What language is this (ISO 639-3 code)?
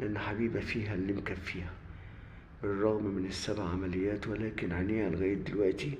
arz